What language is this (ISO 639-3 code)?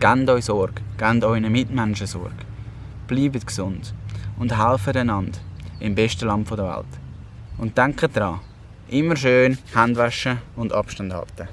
gsw